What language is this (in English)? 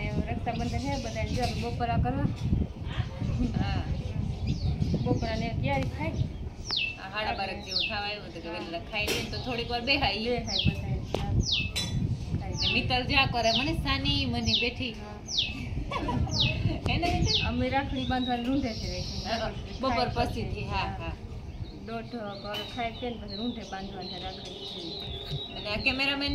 Gujarati